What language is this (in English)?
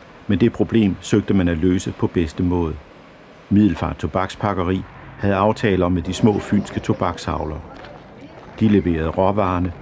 Danish